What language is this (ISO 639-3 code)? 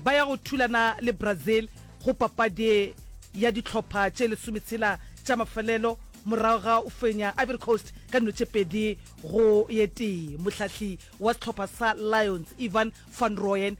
nso